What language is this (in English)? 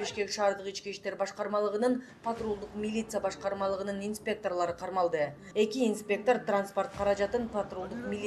Kyrgyz